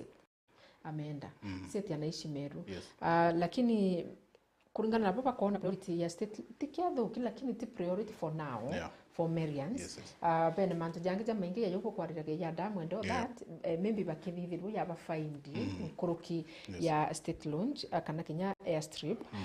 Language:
Meru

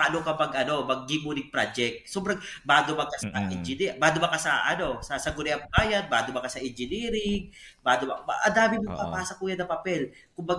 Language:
Bikol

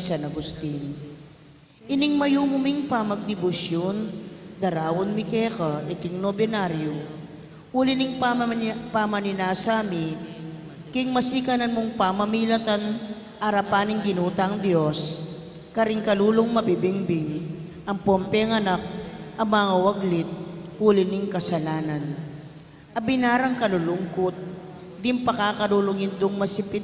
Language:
Pampanga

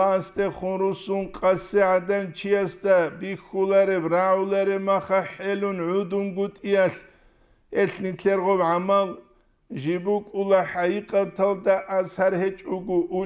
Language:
Avaric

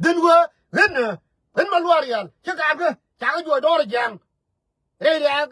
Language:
Nuer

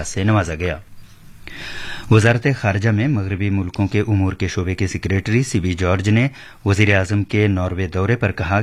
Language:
Urdu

